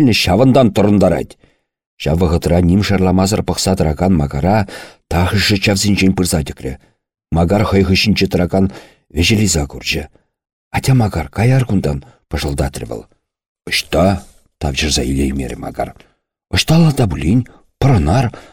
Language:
Chuvash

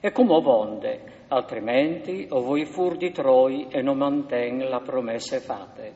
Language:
Friulian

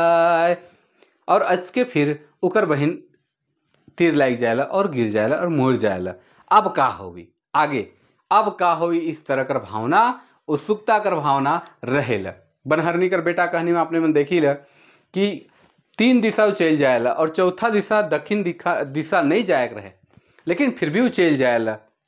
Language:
Sadri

